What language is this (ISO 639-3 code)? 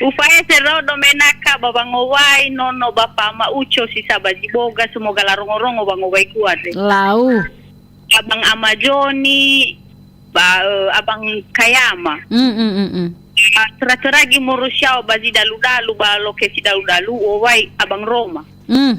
nia